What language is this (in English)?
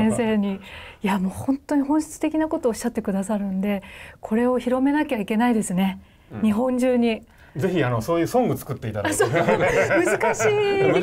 Japanese